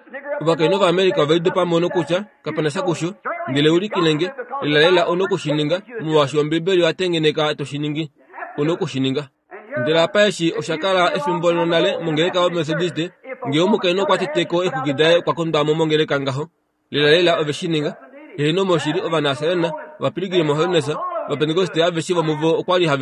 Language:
Kuanyama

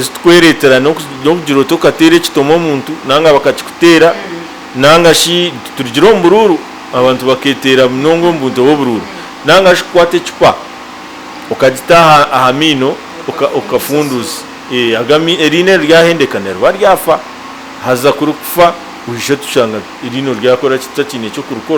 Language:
Nyankole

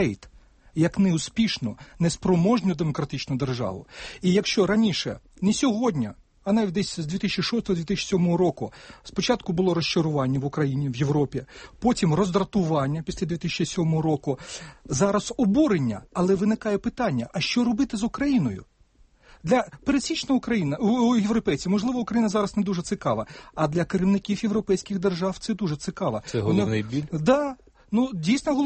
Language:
Ukrainian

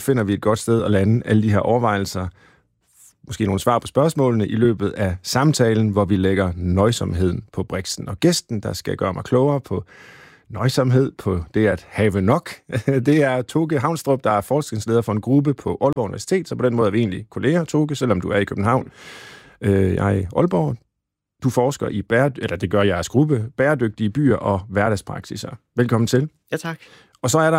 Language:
Danish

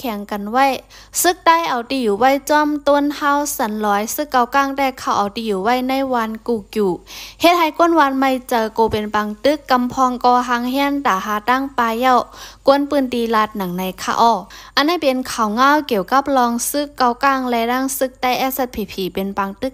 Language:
Shan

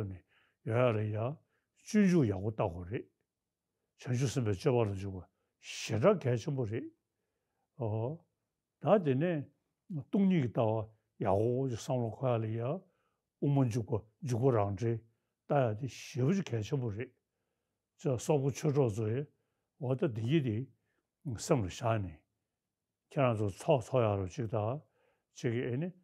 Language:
Tibetan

